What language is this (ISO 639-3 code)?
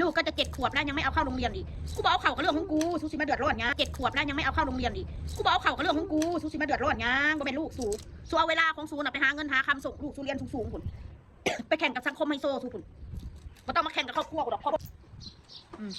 tts